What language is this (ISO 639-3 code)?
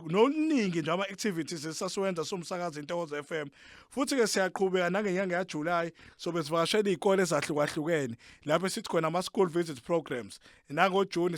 zul